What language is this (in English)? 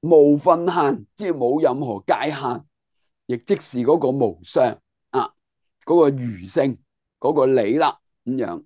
Cantonese